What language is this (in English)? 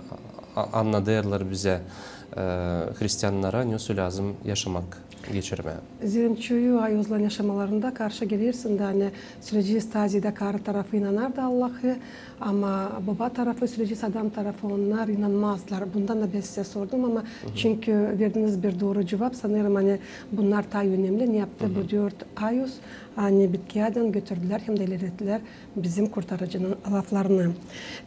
Gagauz